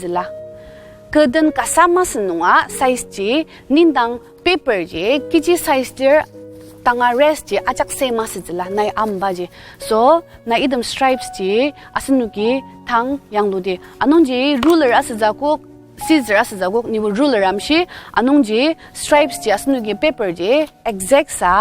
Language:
Ao Naga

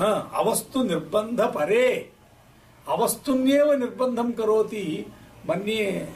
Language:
Sanskrit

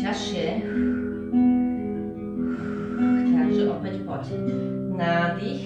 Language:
Slovak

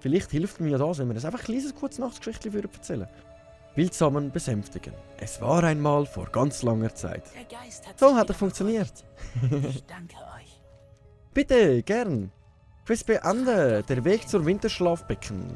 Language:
Swiss German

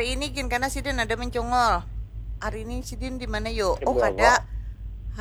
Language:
Banjar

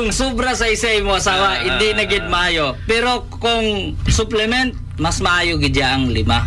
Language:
Hiligaynon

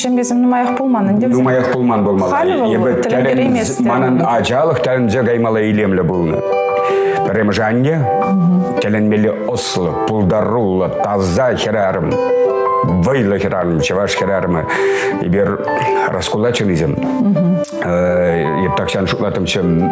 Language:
Chuvash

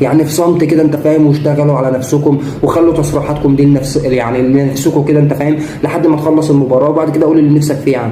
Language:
Egyptian Arabic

